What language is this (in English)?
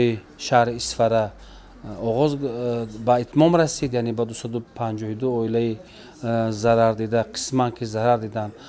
Tajik